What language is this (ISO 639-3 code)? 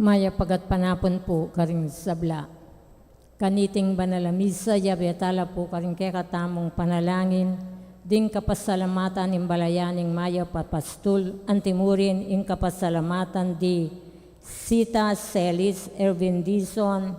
pam